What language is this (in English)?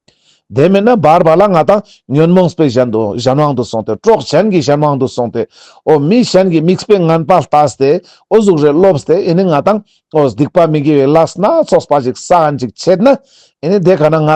Ladakhi